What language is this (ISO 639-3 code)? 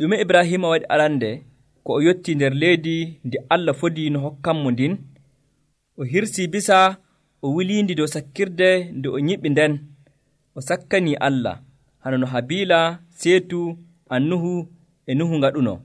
fuv